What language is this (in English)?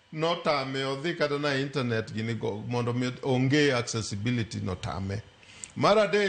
Luo (Kenya and Tanzania)